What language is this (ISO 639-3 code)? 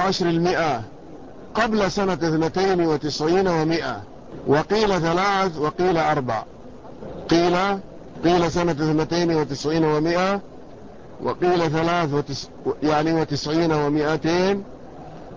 ara